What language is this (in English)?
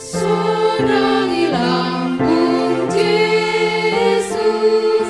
Batak Simalungun